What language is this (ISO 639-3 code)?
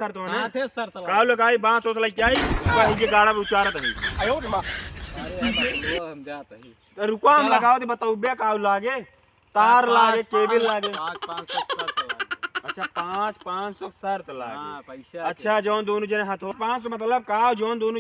awa